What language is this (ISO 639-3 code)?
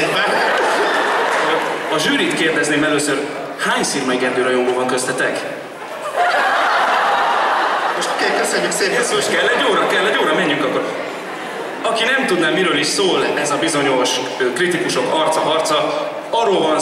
hun